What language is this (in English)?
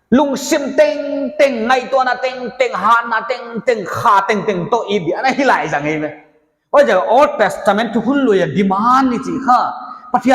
Paite Chin